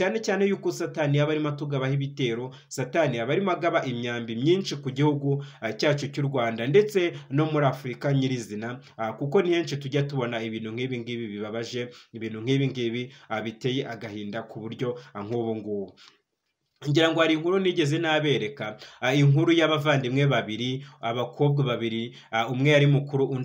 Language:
Kinyarwanda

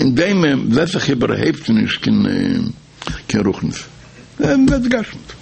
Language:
Yiddish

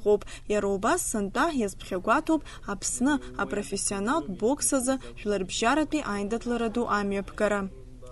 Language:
Abkhazian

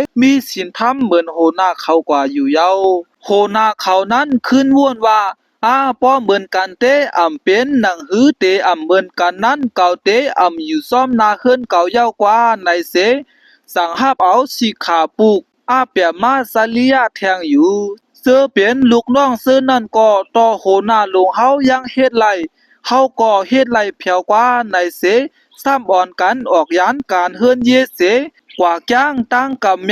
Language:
Shan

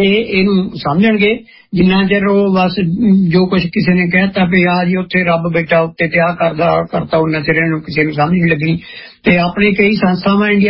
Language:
Punjabi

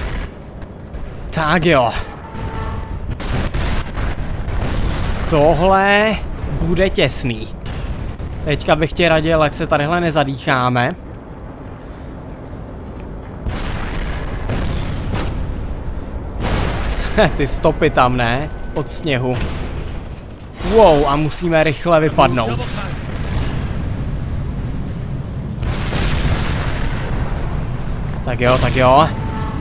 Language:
Czech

